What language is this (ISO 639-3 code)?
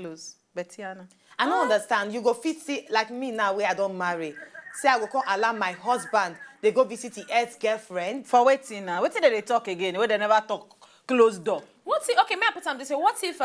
pcm